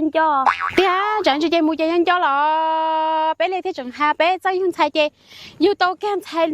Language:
Hmong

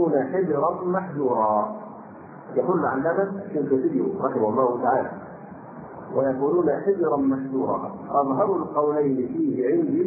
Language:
Arabic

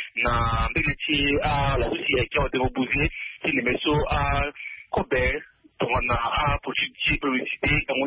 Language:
Sango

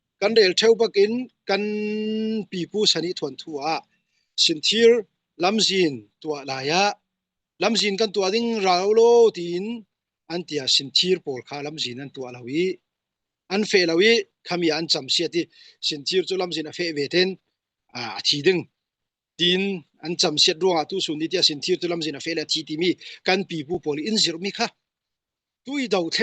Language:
Falam Chin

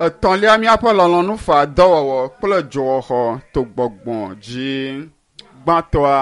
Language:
Ewe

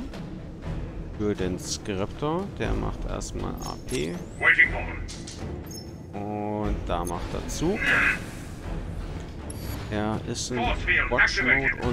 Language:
German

